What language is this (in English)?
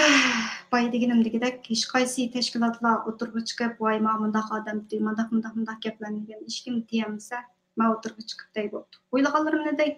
Uyghur